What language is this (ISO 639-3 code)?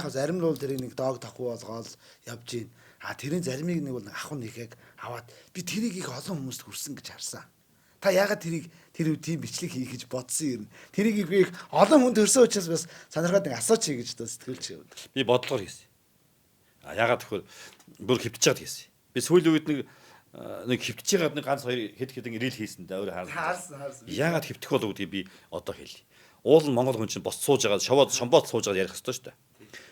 mon